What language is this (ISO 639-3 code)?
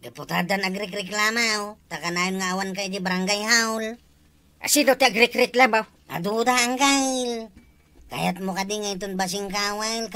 ilo